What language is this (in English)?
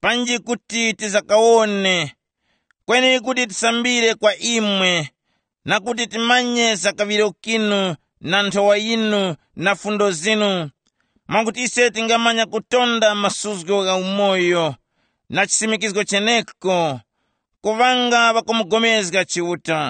Tumbuka